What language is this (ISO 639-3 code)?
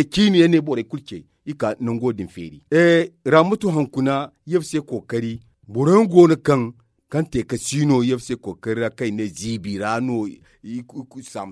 dje